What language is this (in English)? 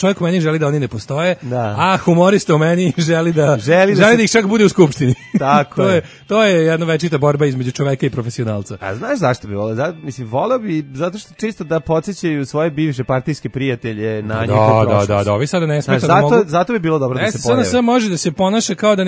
Serbian